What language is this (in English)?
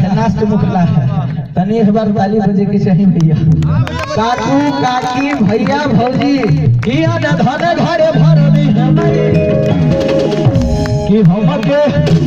Bhojpuri